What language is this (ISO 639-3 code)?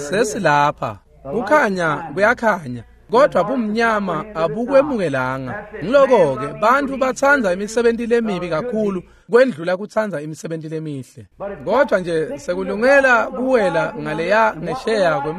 ssw